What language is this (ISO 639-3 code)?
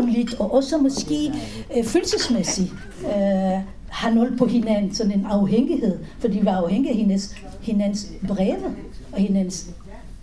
dan